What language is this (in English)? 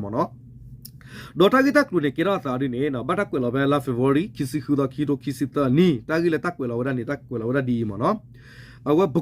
S'gaw Karen